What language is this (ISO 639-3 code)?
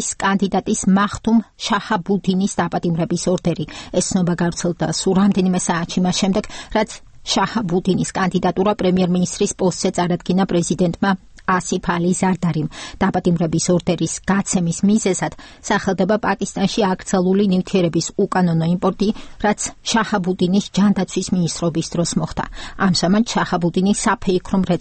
kat